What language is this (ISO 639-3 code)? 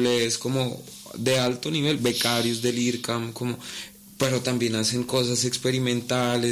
spa